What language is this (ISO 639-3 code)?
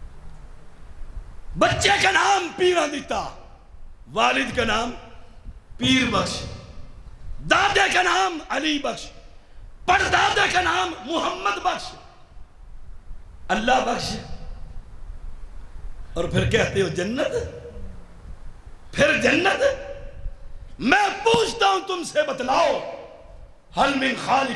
urd